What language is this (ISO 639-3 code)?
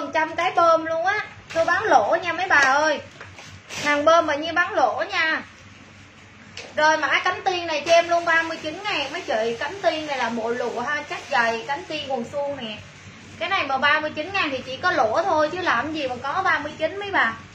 vie